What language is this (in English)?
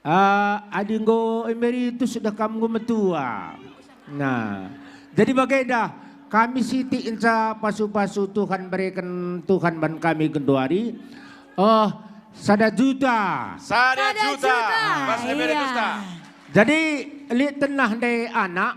Batak Karo